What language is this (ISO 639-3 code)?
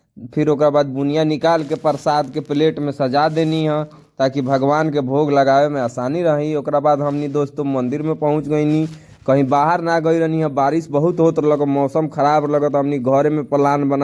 bho